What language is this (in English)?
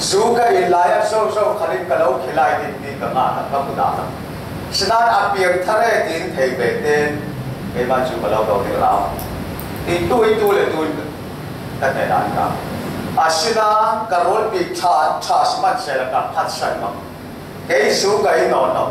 Falam Chin